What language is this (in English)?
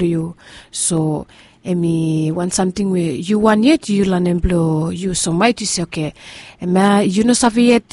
Bislama